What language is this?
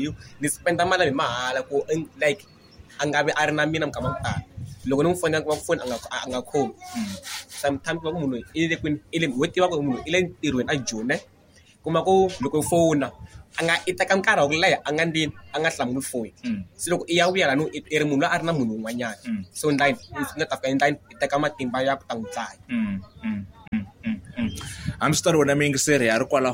Tsonga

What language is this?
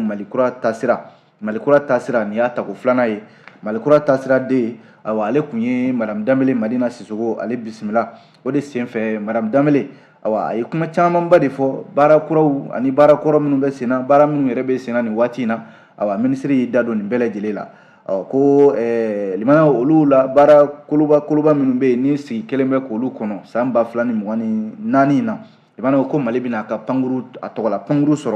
Bambara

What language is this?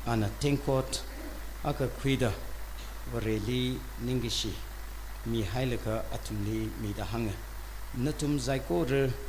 Tangkhul Naga (India)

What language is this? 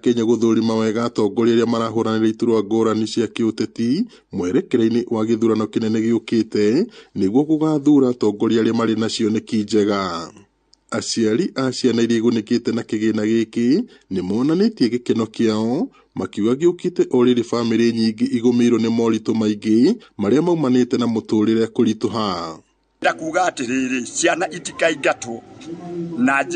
Kikuyu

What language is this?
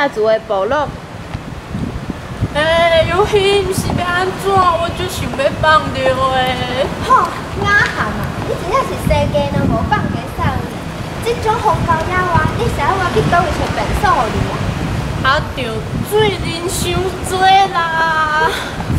Min Nan Chinese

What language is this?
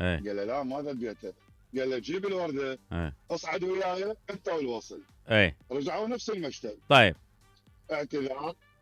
Mesopotamian Arabic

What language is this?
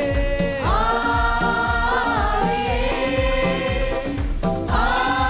Tamil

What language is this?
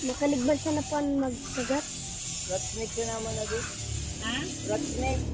Bikol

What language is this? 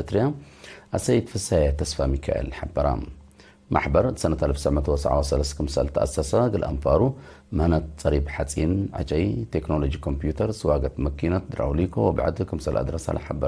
Tigre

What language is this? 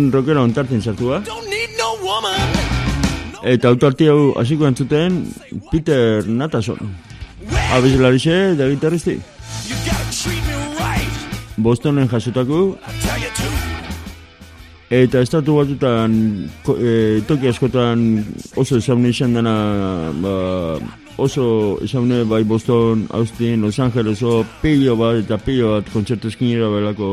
Basque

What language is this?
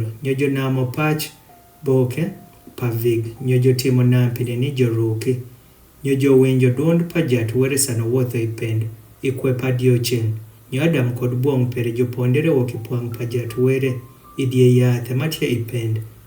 Adhola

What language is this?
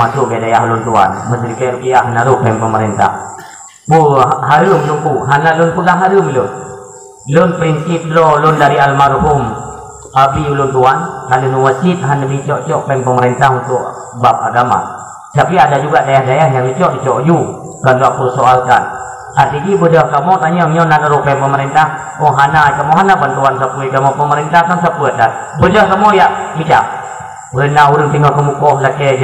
Achinese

